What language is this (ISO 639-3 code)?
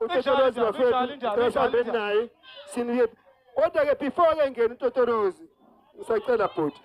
zul